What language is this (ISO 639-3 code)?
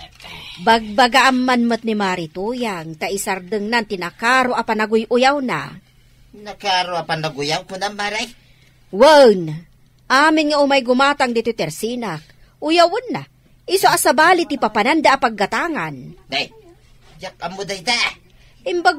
ilo